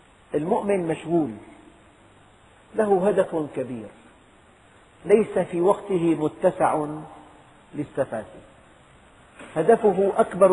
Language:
Arabic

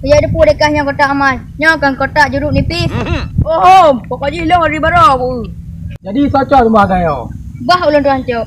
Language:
Achinese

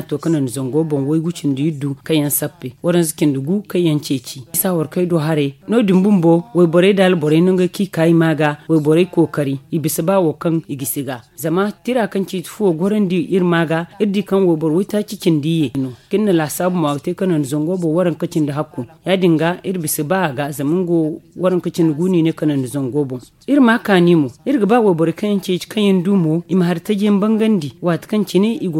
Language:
Zarma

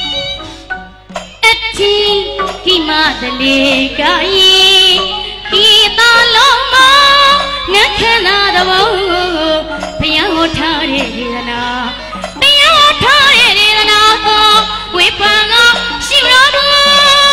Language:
Burmese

